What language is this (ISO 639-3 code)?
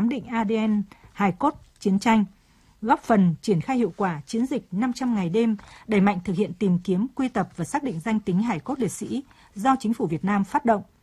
vie